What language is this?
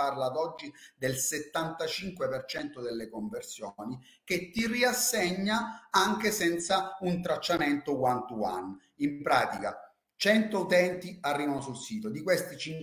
Italian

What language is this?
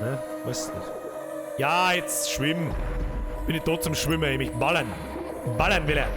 Bavarian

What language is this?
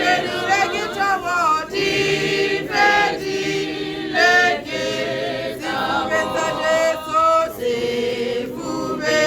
Tswana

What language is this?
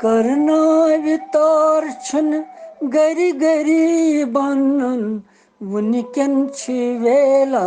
Kashmiri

